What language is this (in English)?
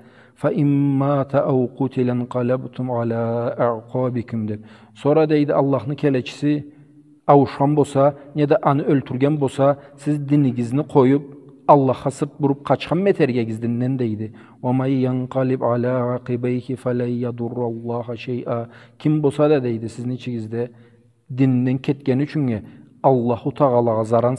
Karachay-Balkar